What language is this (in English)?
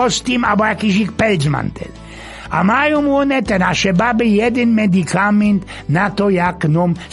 Silesian